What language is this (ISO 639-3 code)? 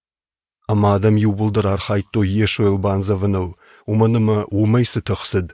oss